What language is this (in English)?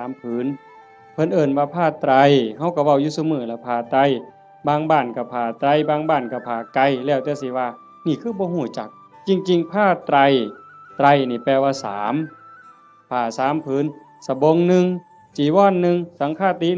Northeastern Thai